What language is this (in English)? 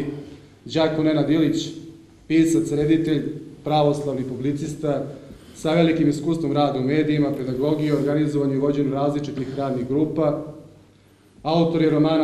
Serbian